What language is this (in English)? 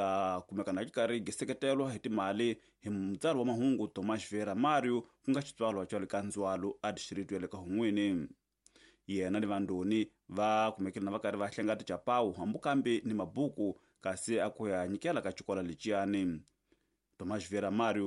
Tsonga